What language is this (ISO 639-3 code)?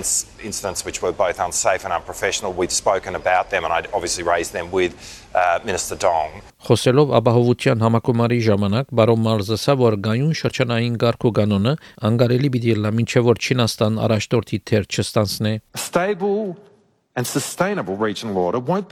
hye